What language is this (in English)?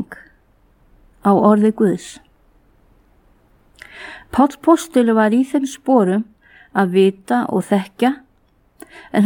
Icelandic